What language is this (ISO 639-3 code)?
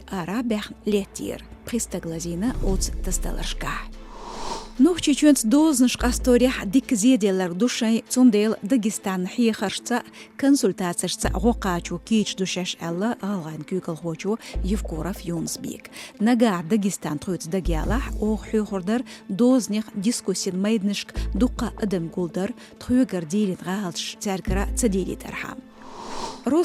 che